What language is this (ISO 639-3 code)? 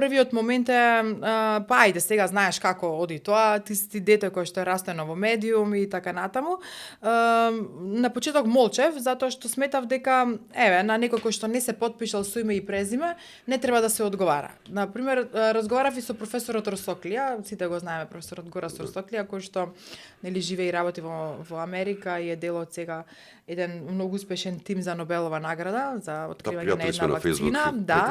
mkd